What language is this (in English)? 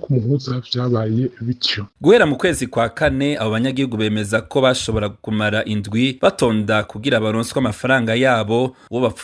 Rundi